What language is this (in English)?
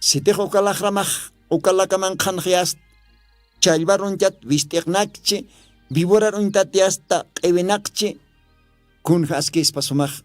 Aymara